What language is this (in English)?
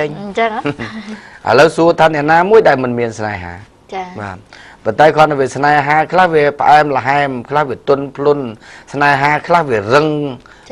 Khmer